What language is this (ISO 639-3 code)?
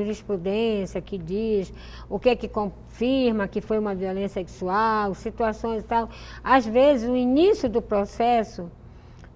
por